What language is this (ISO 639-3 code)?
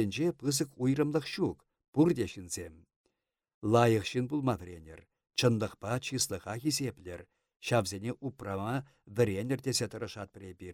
chv